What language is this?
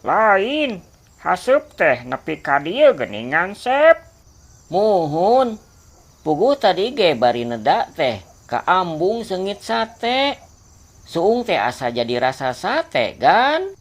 Sundanese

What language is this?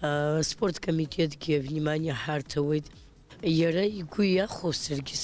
Abkhazian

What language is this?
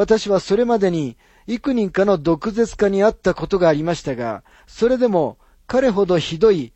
Japanese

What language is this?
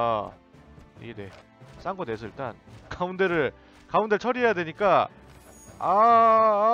Korean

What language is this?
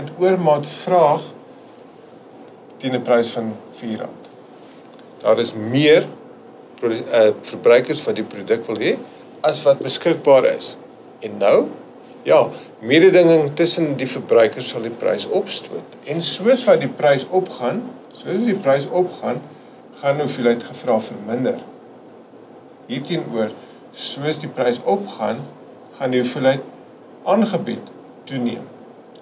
Afrikaans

